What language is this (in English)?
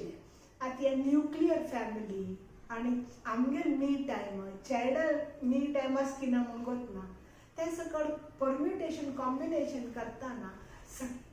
Konkani